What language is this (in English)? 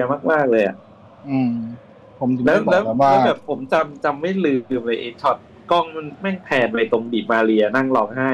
Thai